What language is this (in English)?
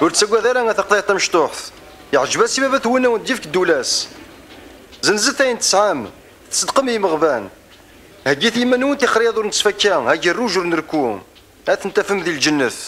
Kabyle